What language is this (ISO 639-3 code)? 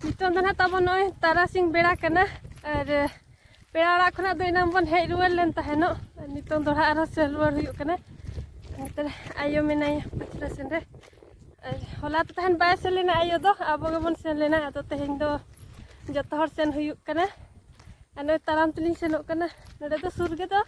sat